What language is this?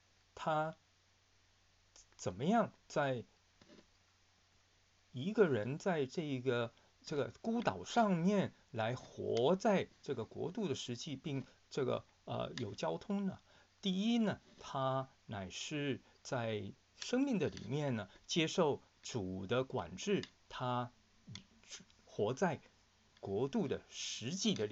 Chinese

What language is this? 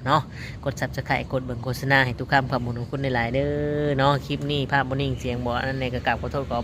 Lao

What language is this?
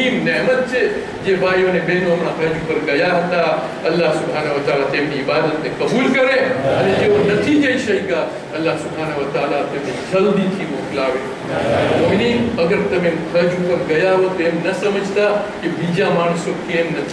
Gujarati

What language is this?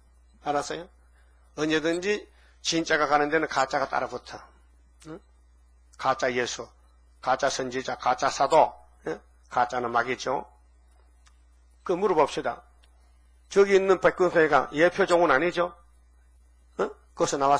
Korean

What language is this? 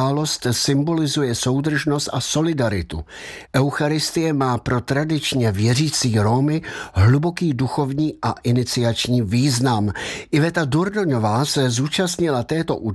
Czech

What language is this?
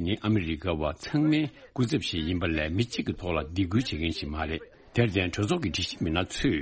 Tibetan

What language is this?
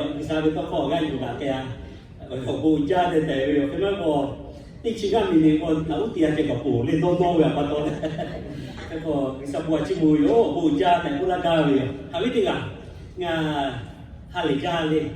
Lahu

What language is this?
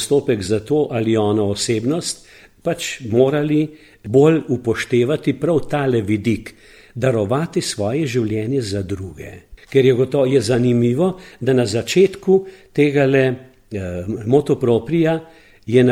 Slovenian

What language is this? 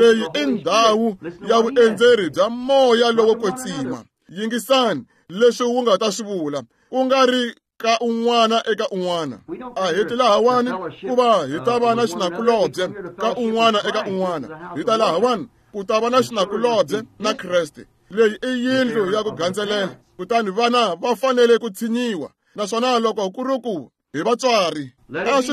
Tsonga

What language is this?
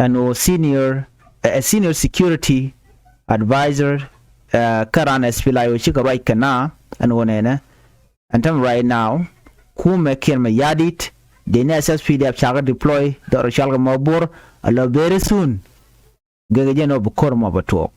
Nuer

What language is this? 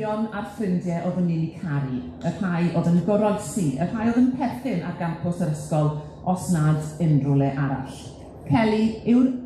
Welsh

